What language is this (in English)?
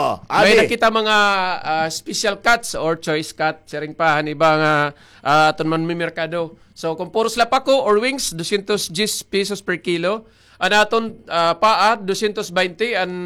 Waray